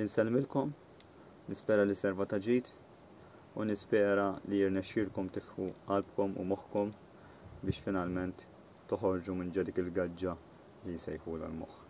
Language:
Maltese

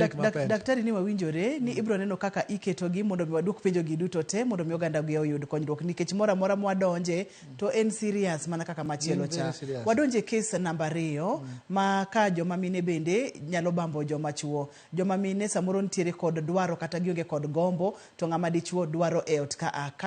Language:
Luo (Kenya and Tanzania)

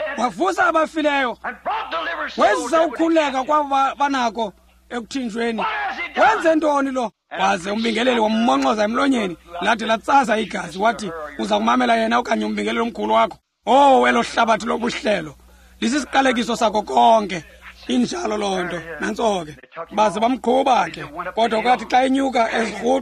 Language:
Xhosa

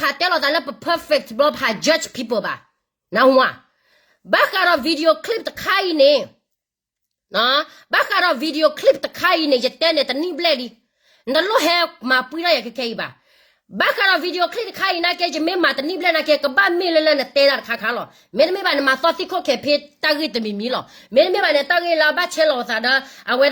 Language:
S'gaw Karen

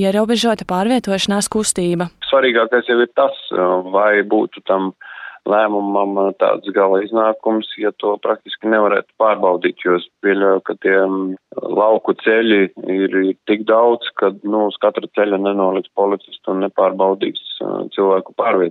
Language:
Latvian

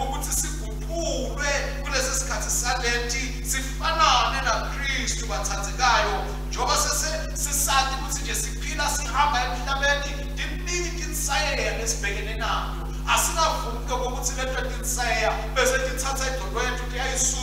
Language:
Swati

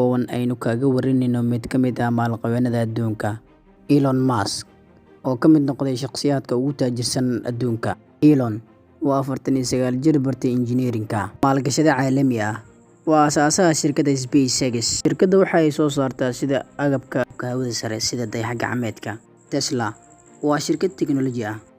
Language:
Somali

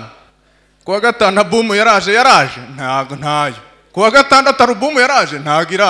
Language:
Kinyarwanda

